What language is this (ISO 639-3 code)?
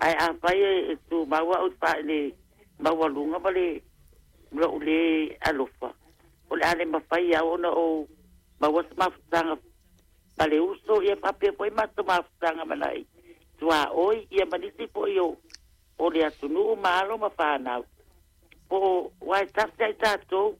smo